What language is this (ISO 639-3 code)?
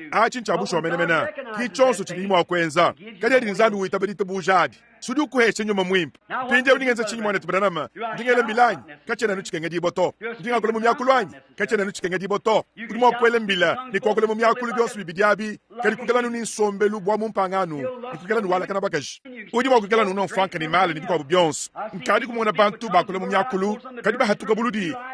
lua